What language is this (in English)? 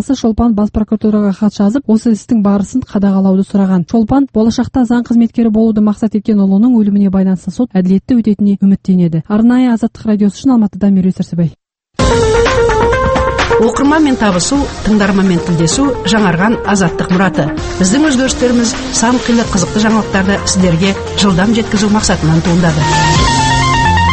Kazakh